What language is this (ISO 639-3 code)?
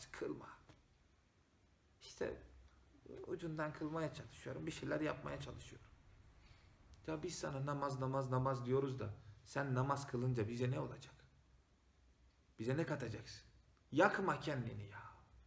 tur